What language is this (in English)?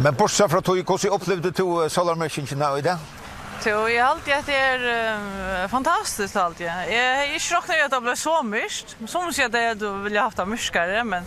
Faroese